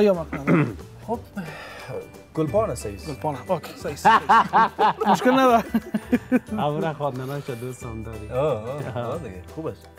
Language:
Persian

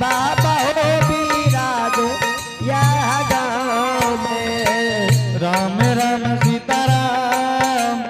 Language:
Angika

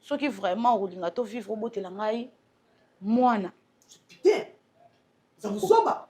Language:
Lingala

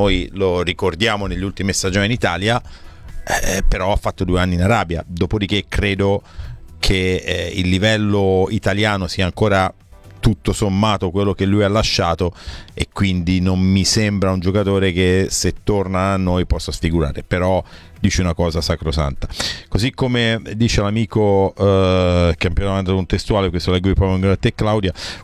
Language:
Italian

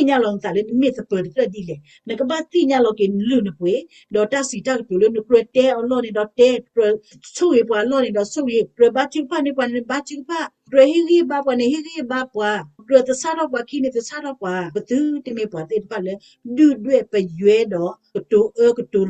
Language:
S'gaw Karen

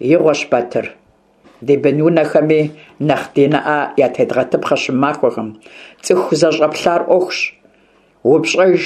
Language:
Kabardian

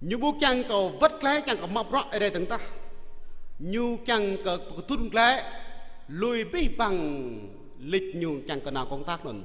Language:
Jarai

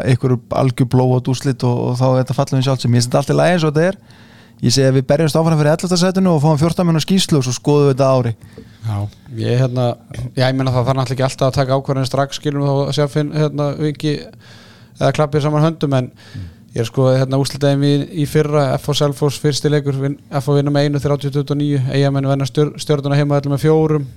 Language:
Icelandic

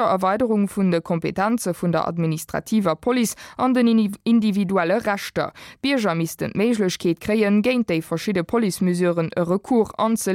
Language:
Luxembourgish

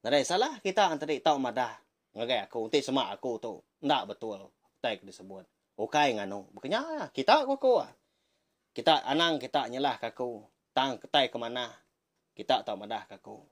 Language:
Iban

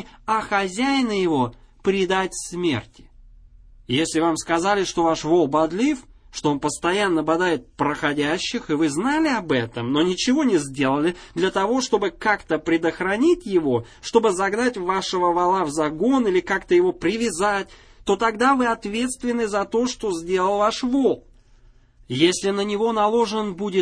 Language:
Russian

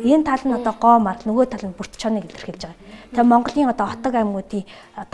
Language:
Mongolian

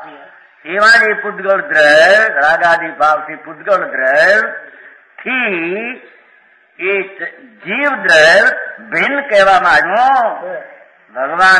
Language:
Gujarati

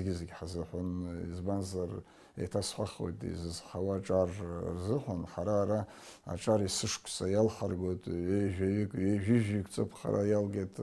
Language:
Abkhazian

